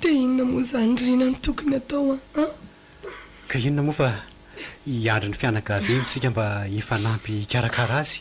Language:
Malagasy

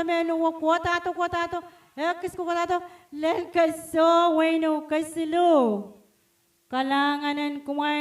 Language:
Pohnpeian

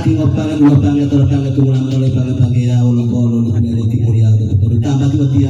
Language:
Gorontalo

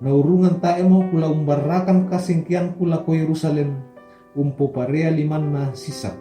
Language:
Toraja-Sa'dan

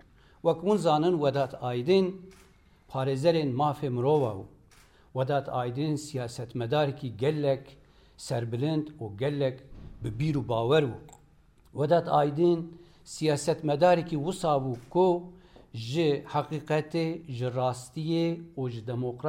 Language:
Kurdish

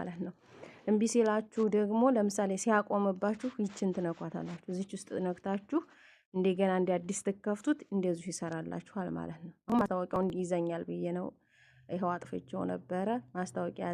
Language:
Amharic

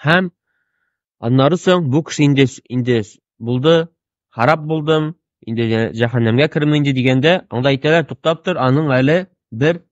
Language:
Tatar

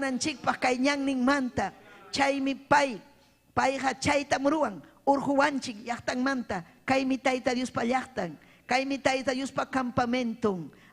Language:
Ayacucho Quechua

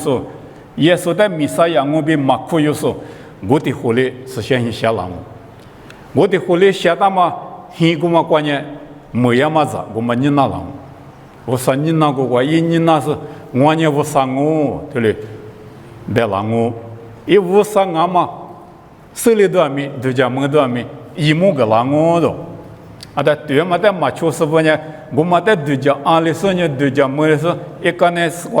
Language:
Lisu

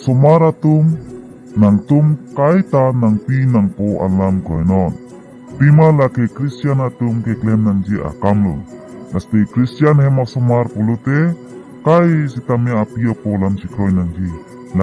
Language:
Karbi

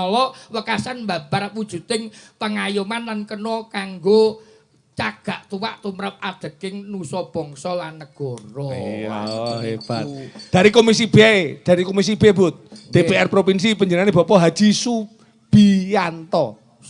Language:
Javanese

